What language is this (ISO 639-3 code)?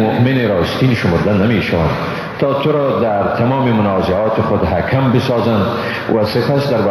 fas